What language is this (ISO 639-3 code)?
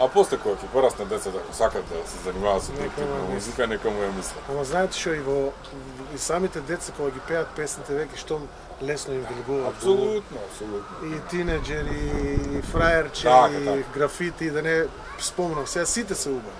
mkd